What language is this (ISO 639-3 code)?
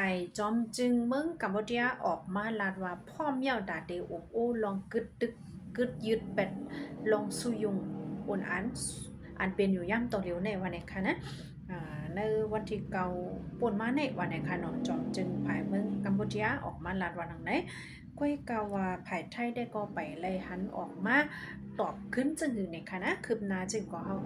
shn